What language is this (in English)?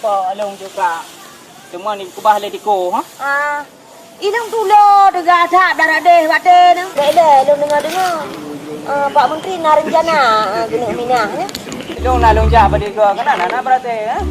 Achinese